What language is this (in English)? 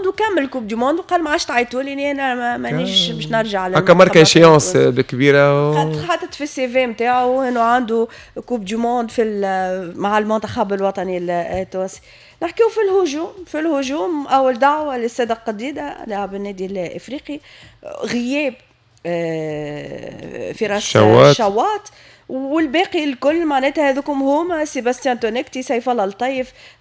Tunisian Arabic